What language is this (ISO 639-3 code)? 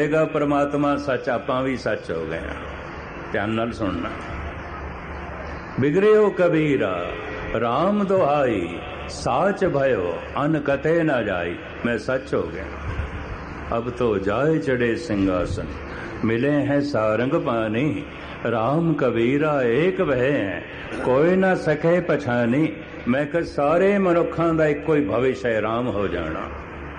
pan